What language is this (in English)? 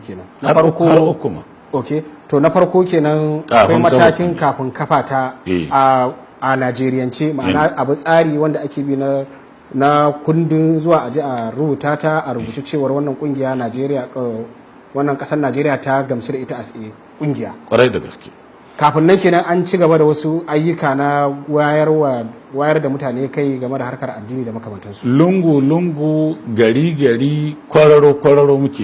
Hausa